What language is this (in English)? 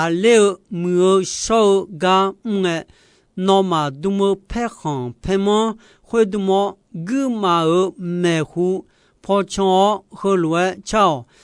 Akha